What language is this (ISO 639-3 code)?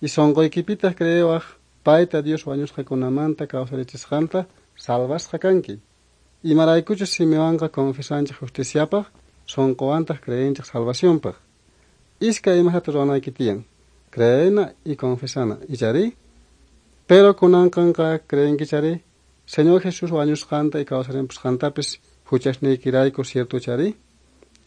que